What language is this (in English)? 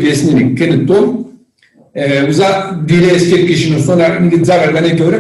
Zaza